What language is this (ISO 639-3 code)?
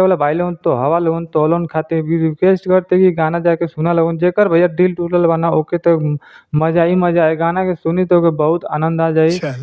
bho